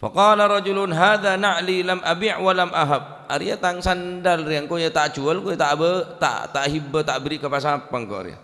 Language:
Madurese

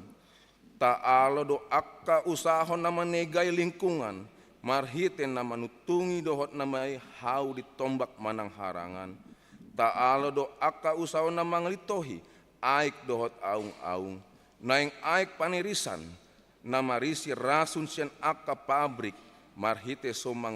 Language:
Batak Toba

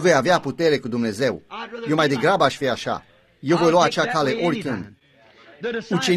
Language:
Romanian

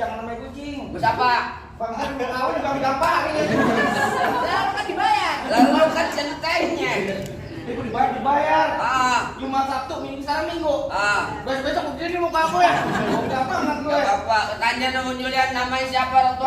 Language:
Betawi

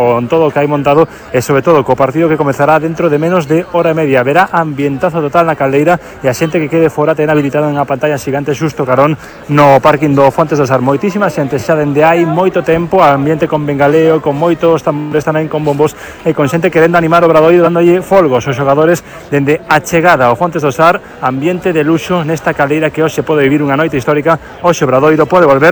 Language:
Galician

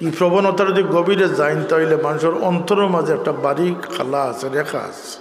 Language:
Sylheti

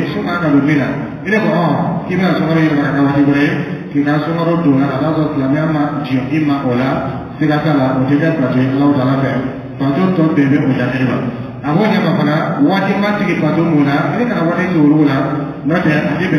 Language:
Dyula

